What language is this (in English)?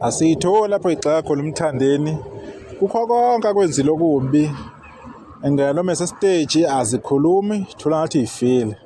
Zulu